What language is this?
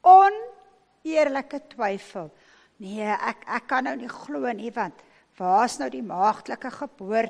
Afrikaans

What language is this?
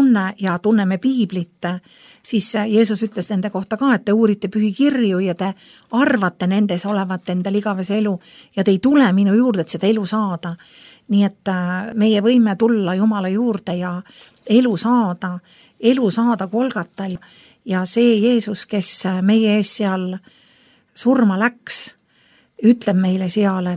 Estonian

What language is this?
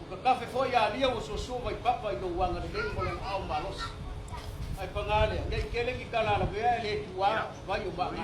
Samoan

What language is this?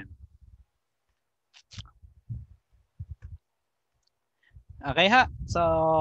Filipino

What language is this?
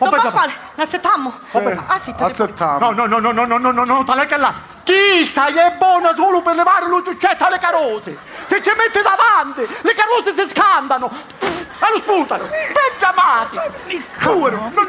Sicilian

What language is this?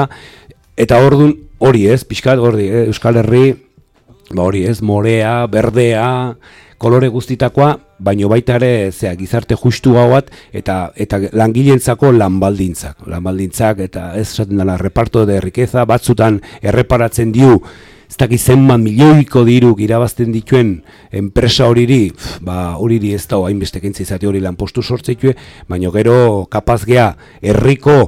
Basque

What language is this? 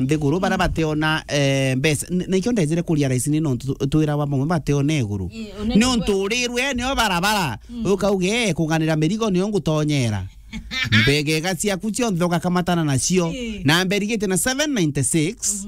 Meru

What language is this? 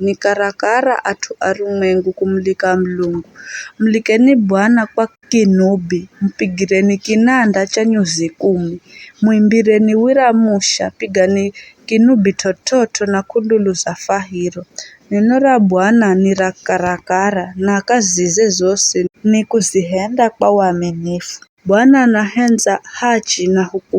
Giryama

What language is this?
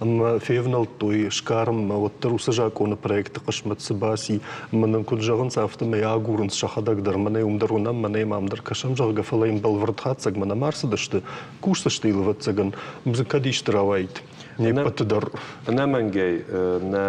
Ossetic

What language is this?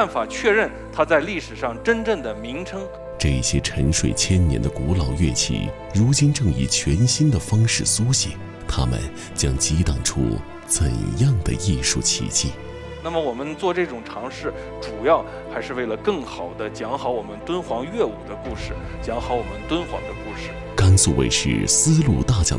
Chinese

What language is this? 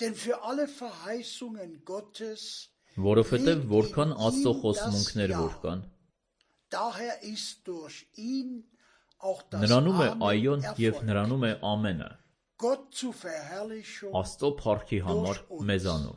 Armenian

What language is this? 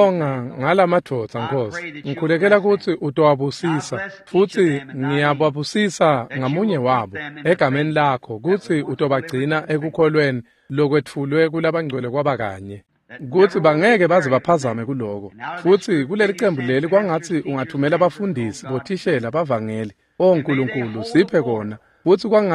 Swati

